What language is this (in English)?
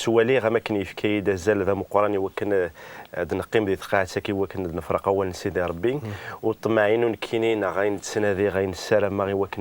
Kabyle